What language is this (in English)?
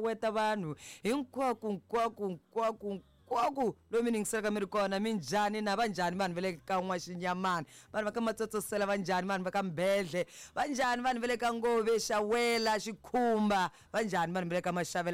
Tsonga